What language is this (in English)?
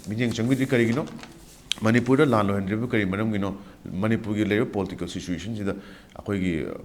Manipuri